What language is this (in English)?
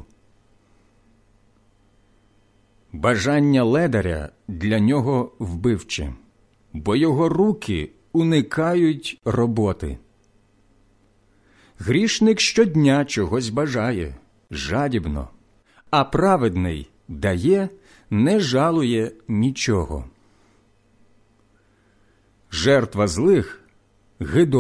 Ukrainian